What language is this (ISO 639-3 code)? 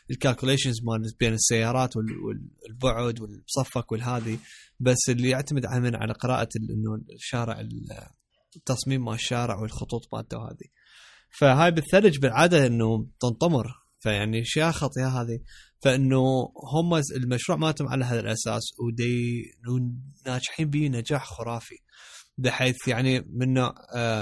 acm